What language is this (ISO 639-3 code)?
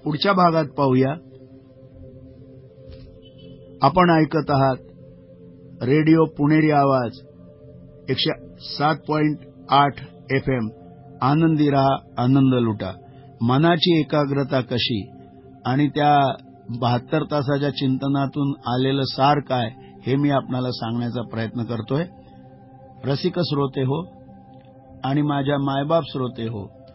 mar